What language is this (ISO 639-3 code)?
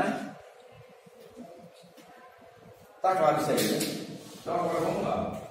por